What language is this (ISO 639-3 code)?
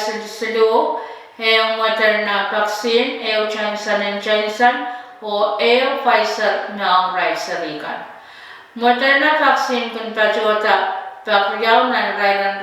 pon